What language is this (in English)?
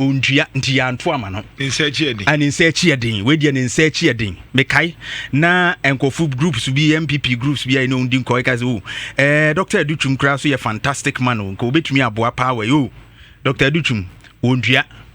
Akan